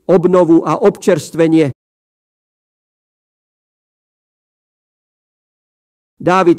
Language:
Slovak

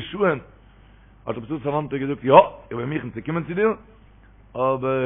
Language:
Yiddish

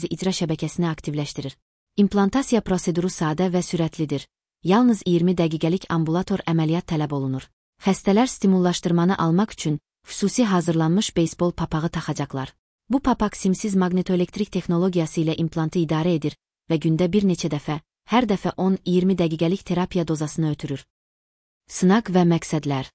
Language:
Azerbaijani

